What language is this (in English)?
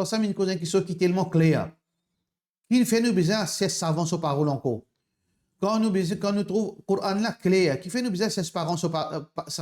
Morisyen